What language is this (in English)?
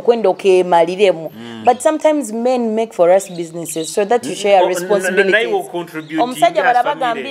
Nyoro